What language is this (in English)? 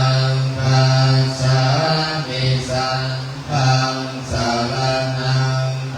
Pali